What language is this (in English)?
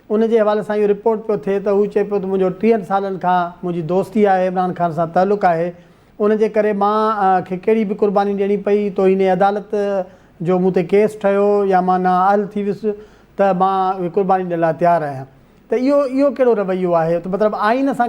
Sindhi